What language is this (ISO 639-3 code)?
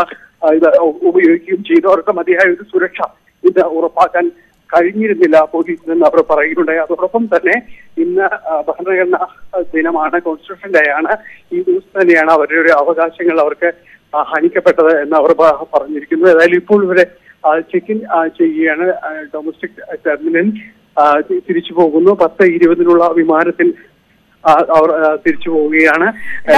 mal